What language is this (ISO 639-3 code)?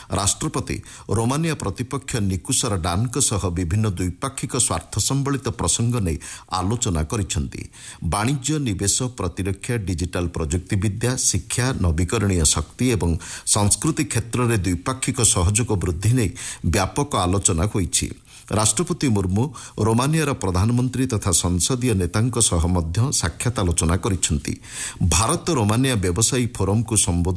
ori